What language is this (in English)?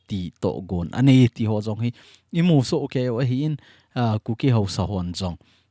Thado Chin